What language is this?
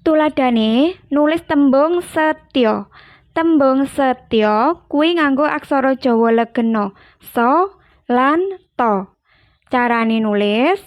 Javanese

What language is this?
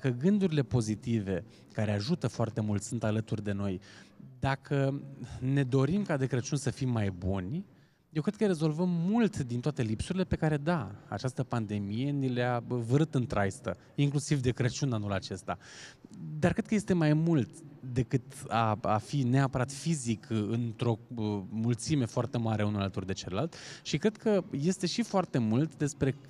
Romanian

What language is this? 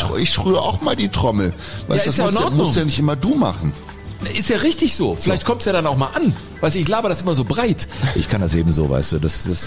German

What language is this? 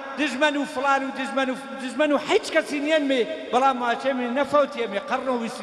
Gurani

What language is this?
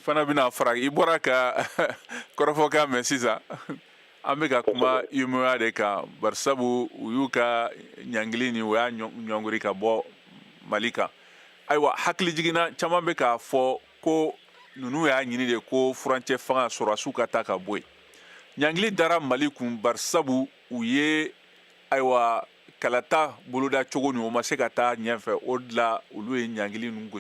Bambara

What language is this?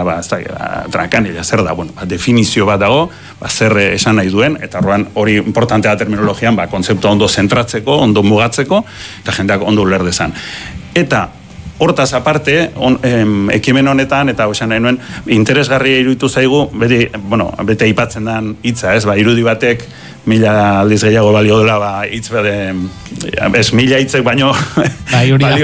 Basque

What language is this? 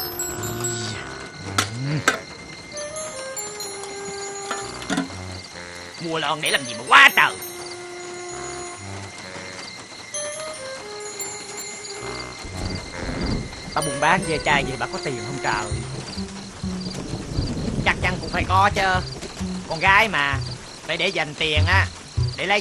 Vietnamese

